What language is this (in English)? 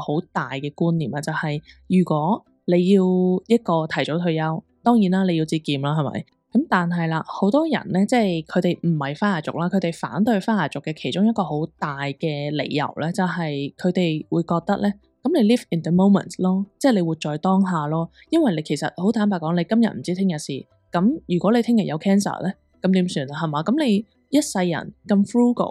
Cantonese